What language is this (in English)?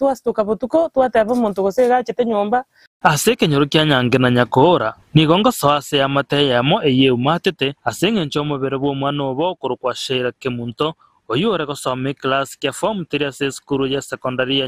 Gusii